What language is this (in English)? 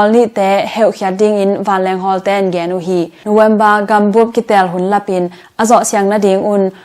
Tedim Chin